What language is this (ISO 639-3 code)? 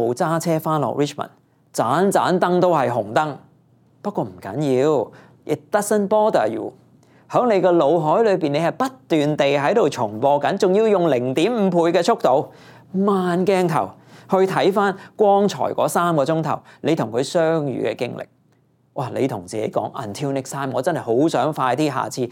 yue